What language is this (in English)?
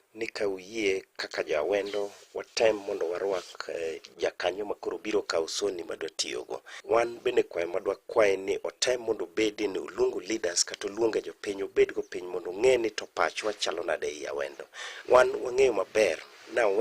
Luo (Kenya and Tanzania)